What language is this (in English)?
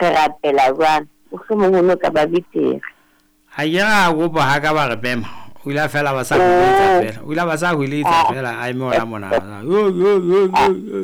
Southern Sotho